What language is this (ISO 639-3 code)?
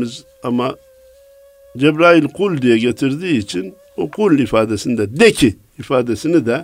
tur